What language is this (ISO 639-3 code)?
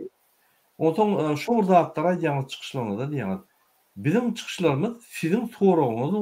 tuk